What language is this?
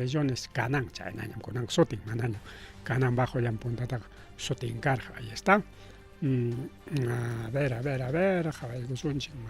Ayacucho Quechua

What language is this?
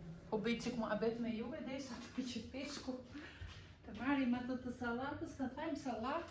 Albanian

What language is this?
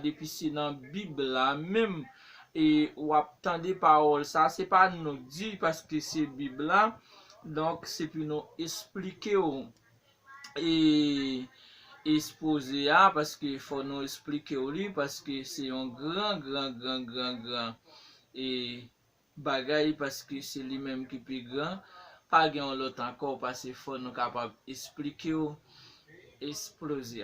Haitian Creole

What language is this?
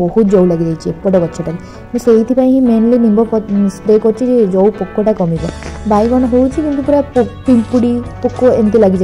Odia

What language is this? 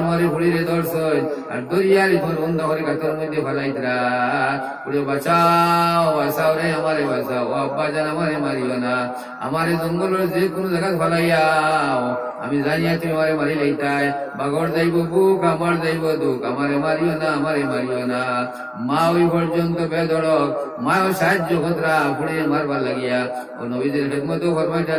Sylheti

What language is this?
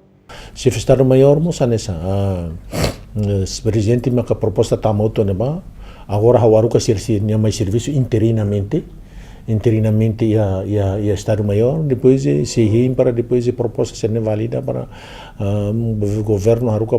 Tetum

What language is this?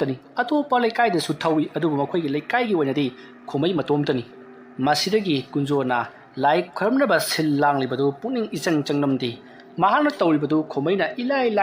Manipuri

